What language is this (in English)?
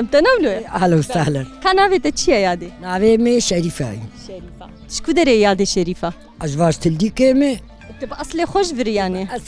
Kurdish